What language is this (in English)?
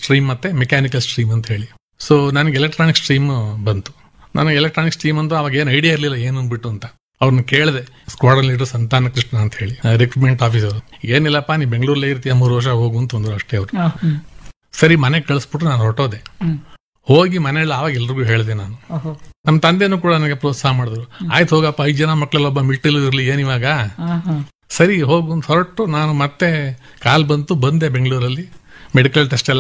Kannada